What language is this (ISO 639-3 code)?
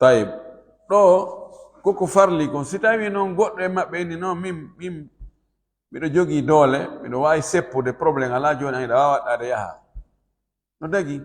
ful